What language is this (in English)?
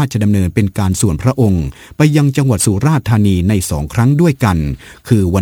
Thai